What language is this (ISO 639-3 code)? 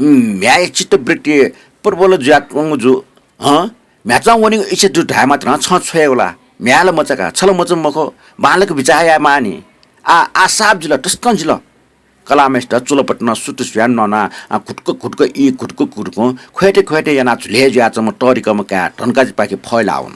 new